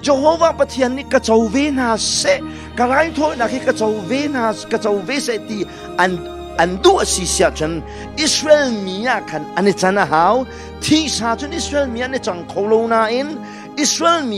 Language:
Hakha Chin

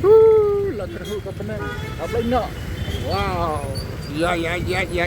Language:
Khasi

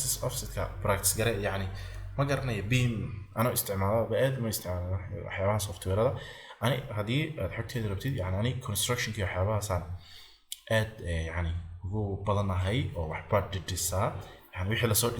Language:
Somali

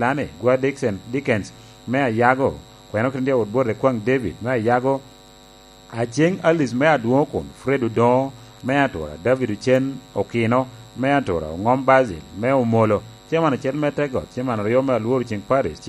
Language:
Lango (Uganda)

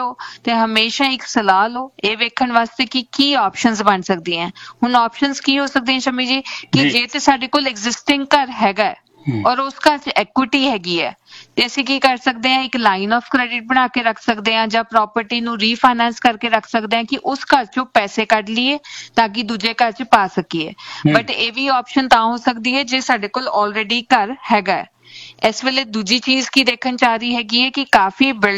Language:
Punjabi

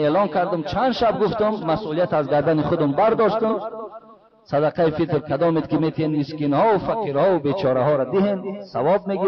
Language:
Tajik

